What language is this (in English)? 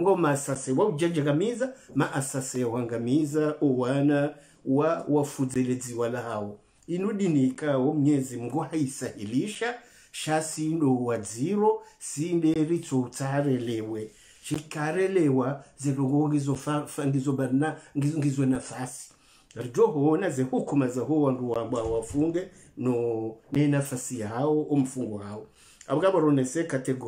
Swahili